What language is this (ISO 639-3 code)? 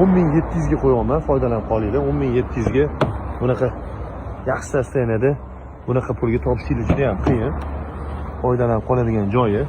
uzb